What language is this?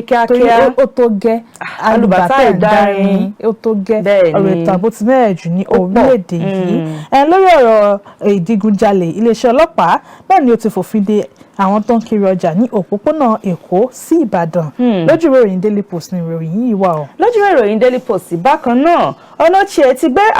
Yoruba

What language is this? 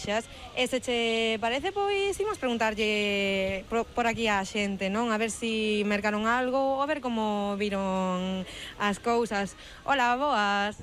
Galician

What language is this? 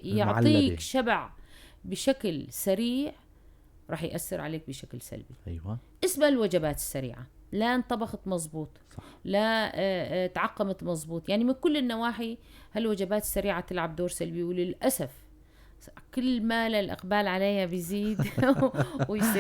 North Levantine Arabic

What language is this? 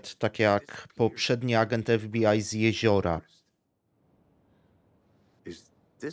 Polish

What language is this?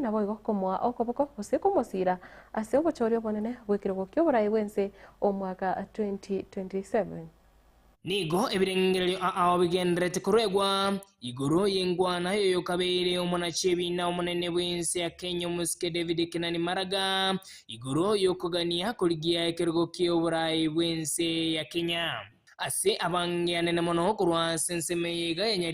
Gusii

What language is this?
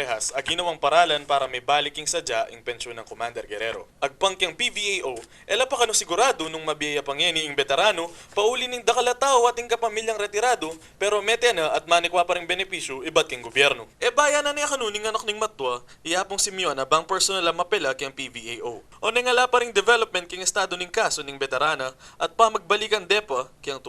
Pampanga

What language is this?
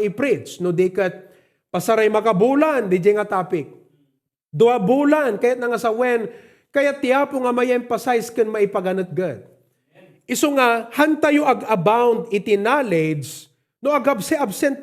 Iloko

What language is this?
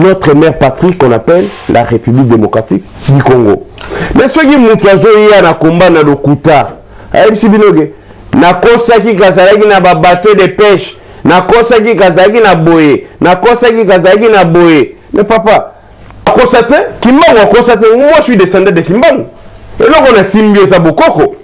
Lingala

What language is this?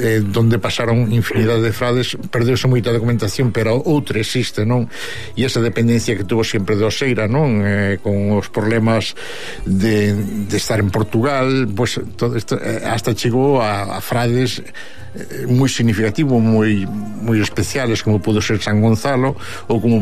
Galician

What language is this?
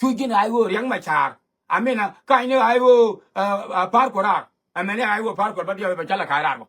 Nuer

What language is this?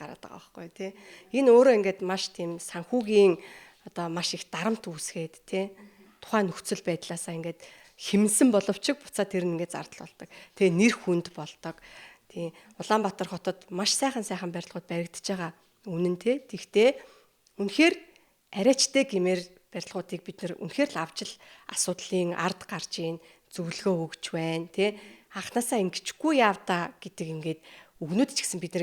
Mongolian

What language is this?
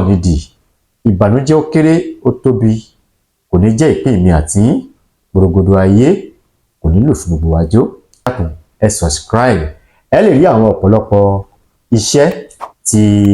Yoruba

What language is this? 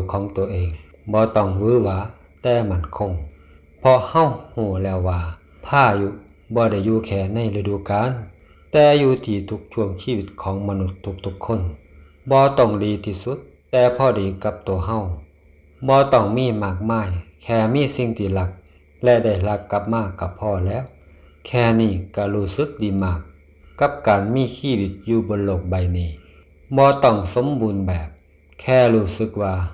Lao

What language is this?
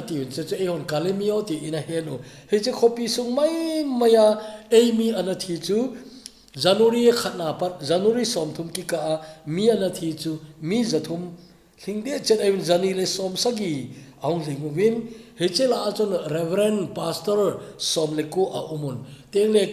Thado Chin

